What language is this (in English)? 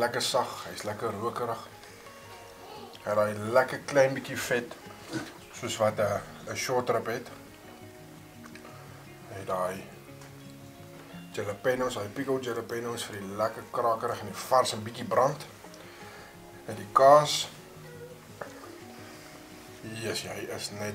Afrikaans